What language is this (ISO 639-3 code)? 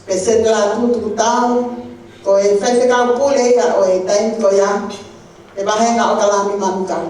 ton